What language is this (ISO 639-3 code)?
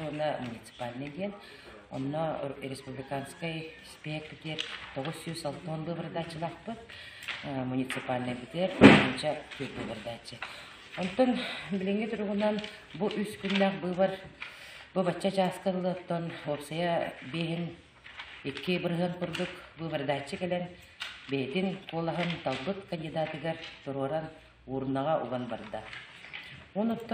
sah